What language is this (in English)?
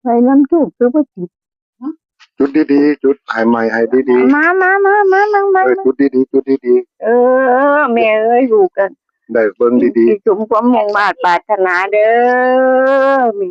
Northeastern Thai